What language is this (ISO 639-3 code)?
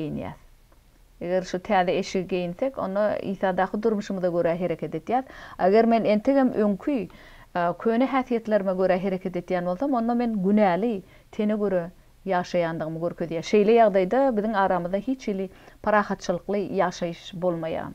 tuk